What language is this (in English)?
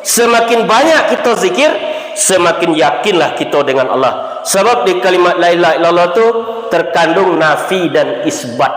Minangkabau